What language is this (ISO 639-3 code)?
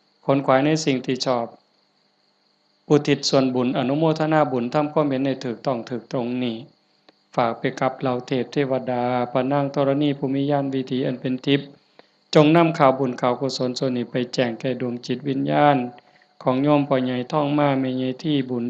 lao